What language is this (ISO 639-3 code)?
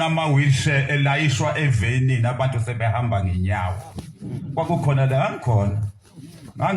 zul